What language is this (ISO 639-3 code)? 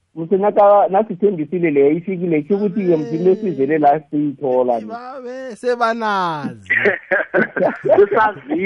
nbl